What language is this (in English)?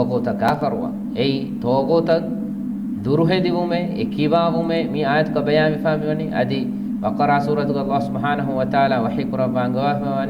Divehi